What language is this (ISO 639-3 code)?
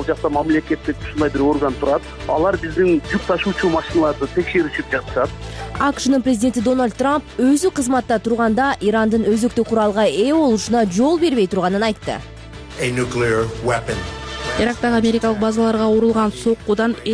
kir